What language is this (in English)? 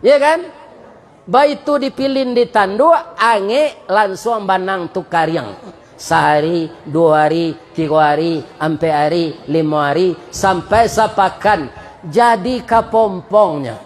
Minangkabau